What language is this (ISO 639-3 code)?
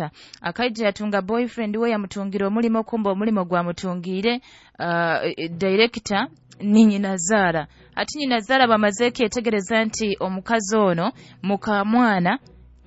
nyo